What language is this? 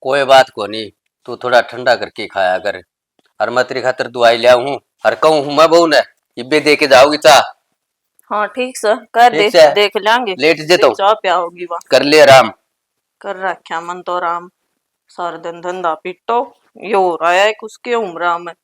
Haryanvi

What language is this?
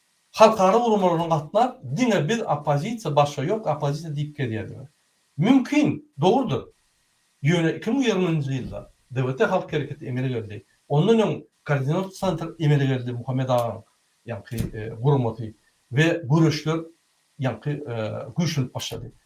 Turkmen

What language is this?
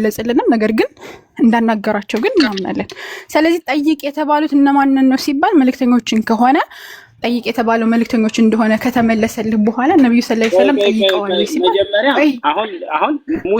Amharic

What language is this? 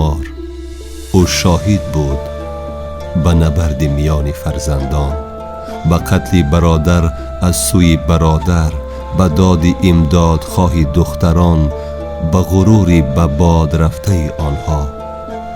Tajik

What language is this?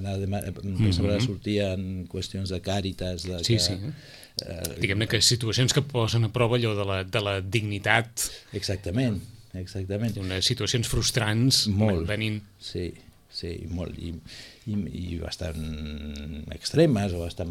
Catalan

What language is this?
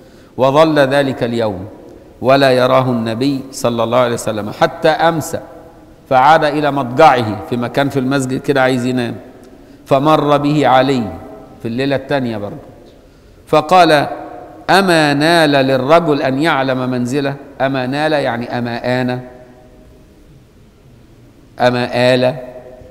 Egyptian Arabic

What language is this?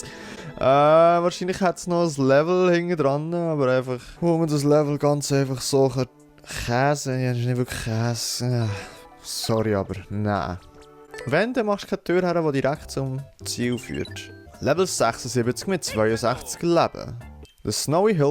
Swiss German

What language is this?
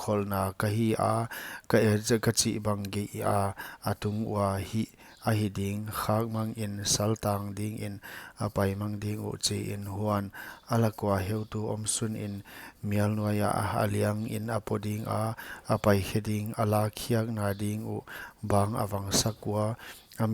Paite Chin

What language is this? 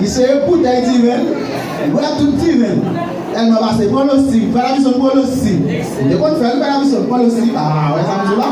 Haitian Creole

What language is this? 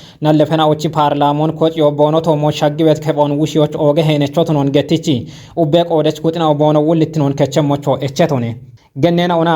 Kafa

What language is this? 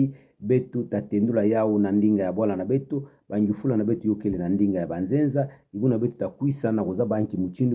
Kituba (Democratic Republic of Congo)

